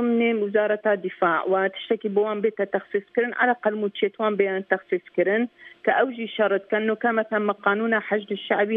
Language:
Kurdish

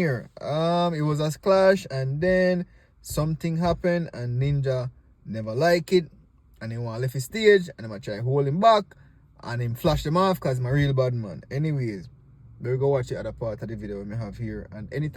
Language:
Jamaican Creole English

